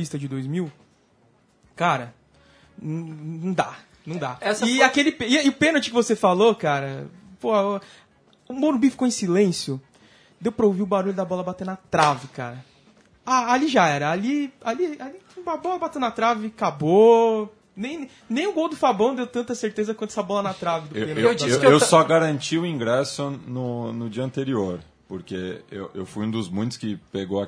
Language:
Portuguese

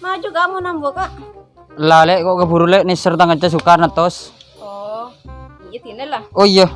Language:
Madurese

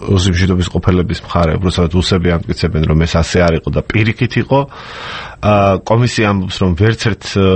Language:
Georgian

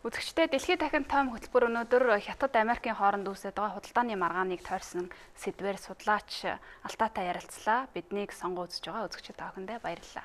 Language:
Mongolian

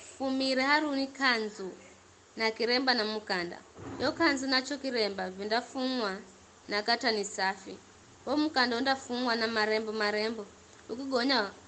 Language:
Giryama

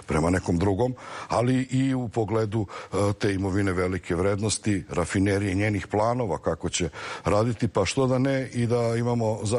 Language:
Serbian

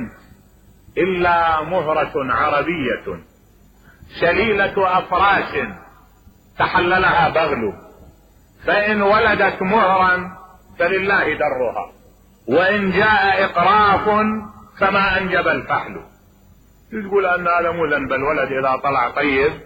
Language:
Mesopotamian Arabic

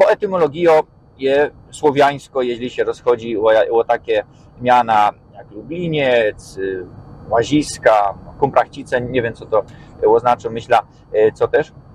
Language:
Silesian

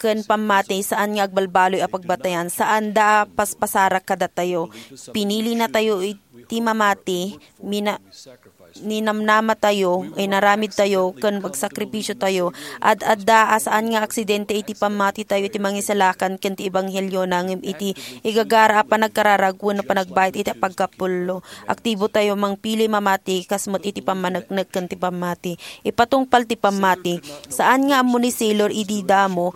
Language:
Iloko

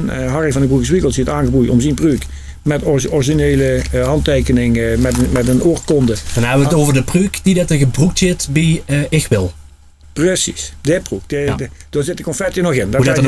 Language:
Limburgish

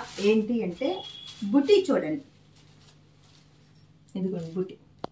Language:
Telugu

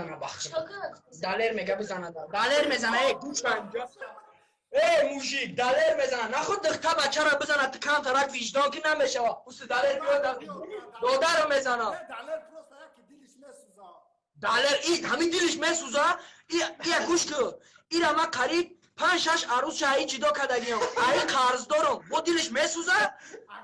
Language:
Tajik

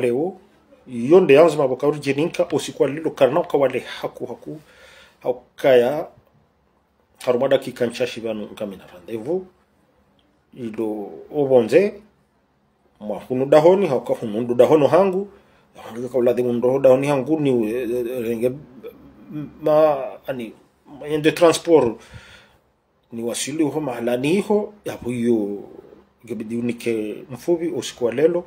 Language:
Swahili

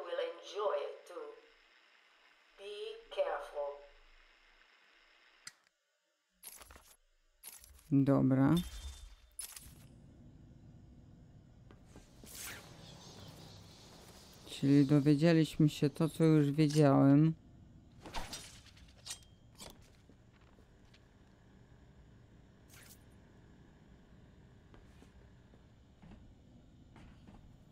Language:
Polish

